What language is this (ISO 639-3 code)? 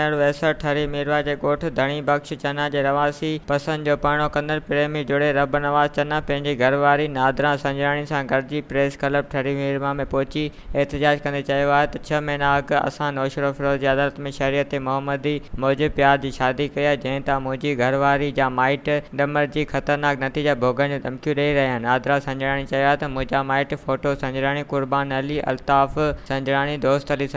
snd